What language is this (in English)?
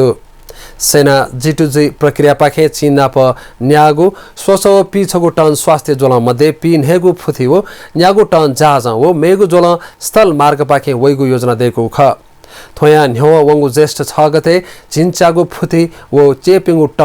Newari